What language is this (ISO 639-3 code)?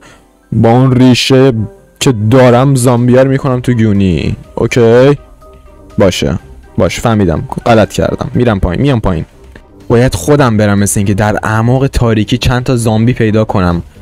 fas